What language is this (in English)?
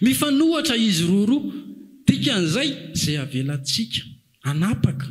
Malagasy